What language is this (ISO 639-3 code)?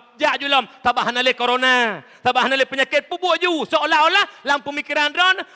ace